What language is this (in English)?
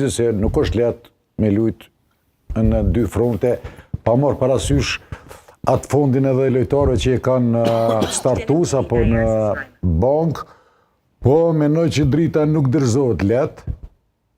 Albanian